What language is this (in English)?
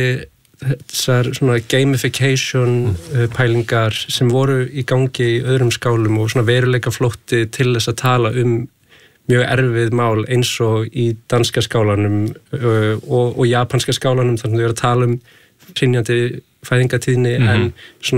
Icelandic